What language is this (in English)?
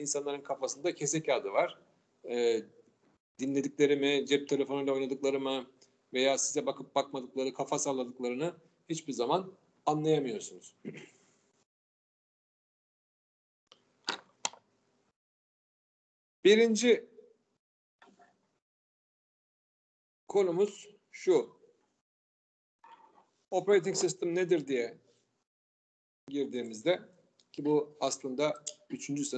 Turkish